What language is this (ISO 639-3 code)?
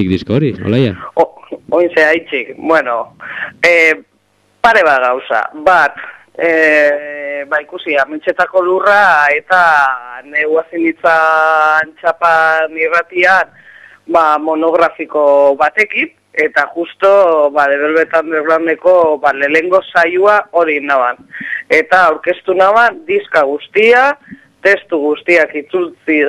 eus